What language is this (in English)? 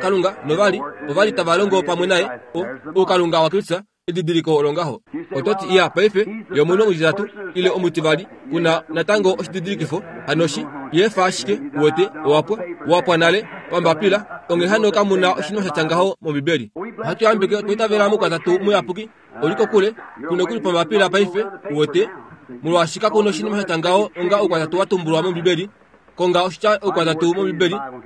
Kuanyama